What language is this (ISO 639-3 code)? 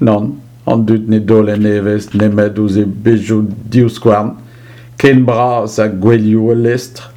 bre